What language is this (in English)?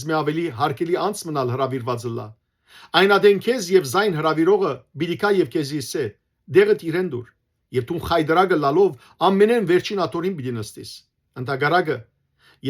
Western Armenian